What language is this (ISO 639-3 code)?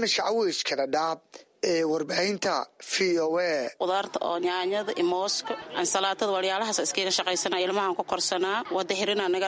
som